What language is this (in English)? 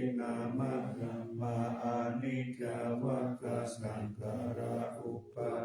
Pali